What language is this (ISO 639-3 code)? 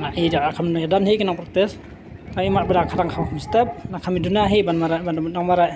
kha